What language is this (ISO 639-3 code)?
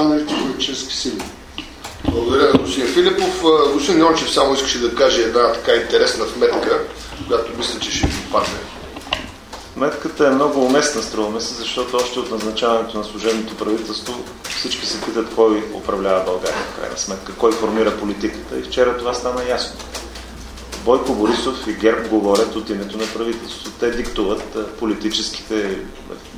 bul